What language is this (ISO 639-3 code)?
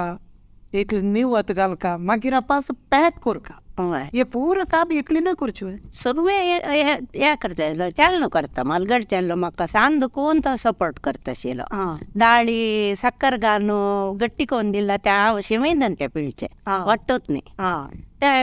kok